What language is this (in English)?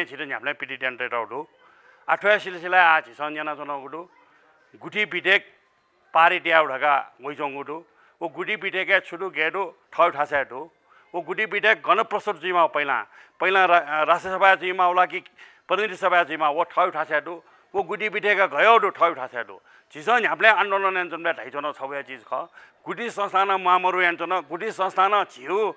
Newari